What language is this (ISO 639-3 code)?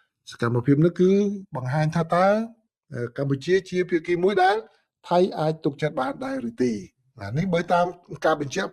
khm